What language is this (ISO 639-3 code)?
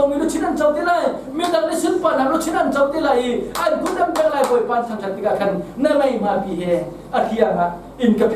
cnh